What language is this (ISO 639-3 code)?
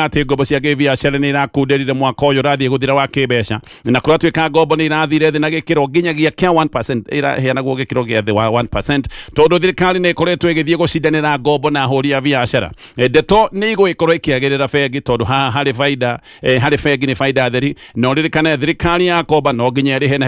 kik